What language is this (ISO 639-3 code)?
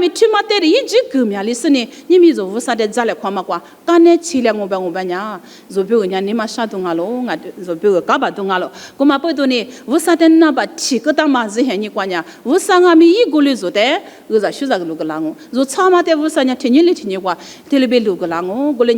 lis